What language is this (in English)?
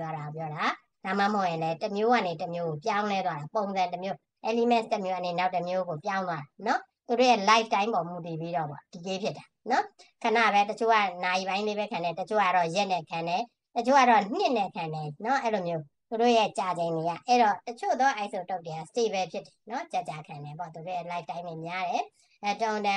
Burmese